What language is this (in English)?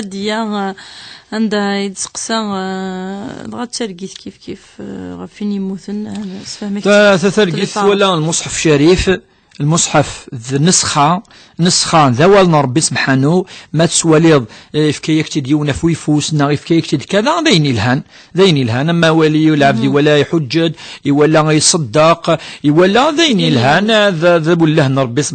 Kabyle